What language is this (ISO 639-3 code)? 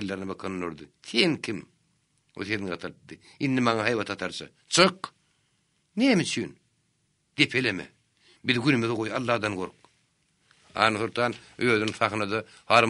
tuk